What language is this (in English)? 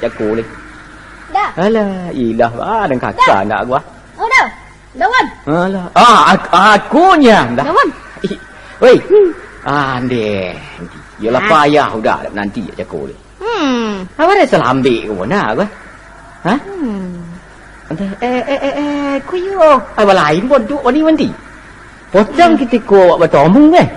Minangkabau